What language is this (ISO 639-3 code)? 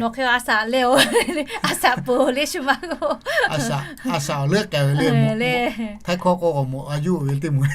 lhu